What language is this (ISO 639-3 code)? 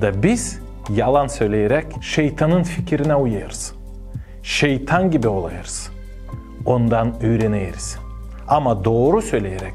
gag